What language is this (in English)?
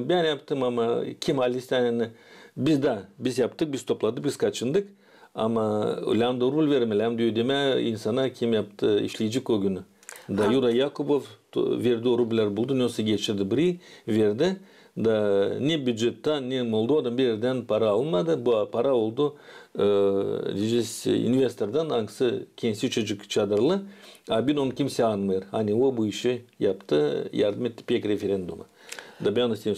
Gagauz